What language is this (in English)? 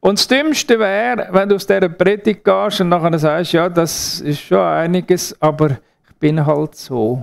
Swiss German